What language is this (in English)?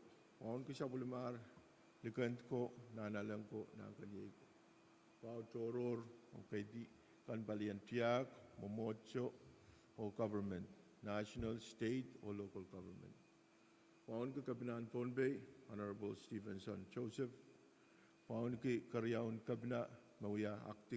Pohnpeian